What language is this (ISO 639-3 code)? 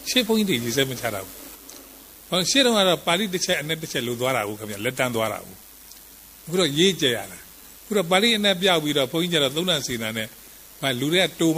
mya